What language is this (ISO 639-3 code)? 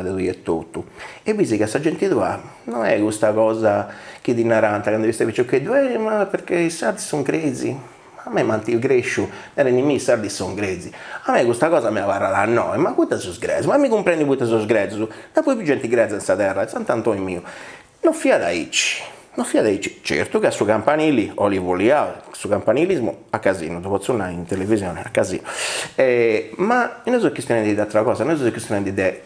srd